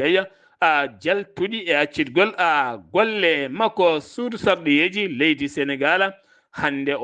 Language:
Fula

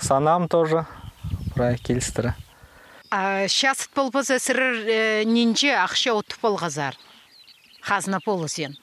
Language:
Khakas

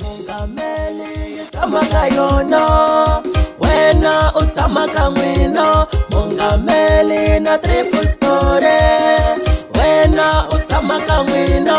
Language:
Tsonga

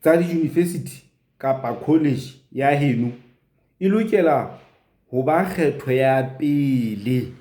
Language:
Southern Sotho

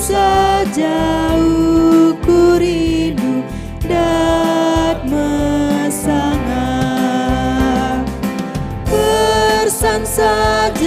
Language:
Batak Karo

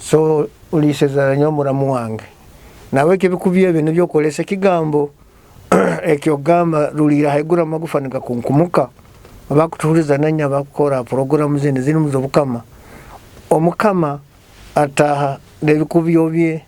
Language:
Nyoro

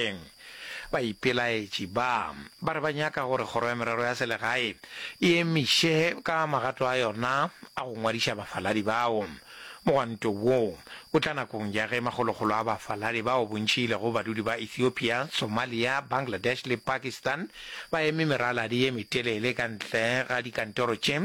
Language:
Northern Sotho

